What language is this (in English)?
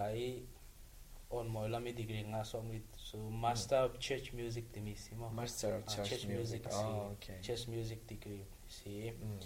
Falam Chin